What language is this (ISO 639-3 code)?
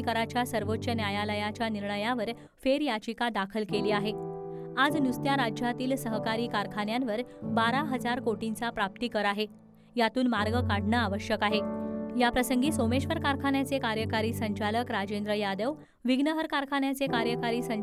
mar